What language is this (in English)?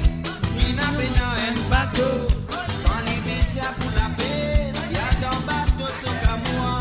Morisyen